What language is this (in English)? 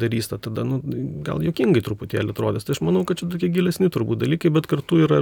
Lithuanian